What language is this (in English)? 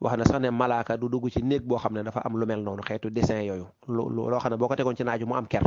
Wolof